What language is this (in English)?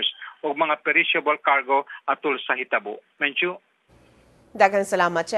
Cebuano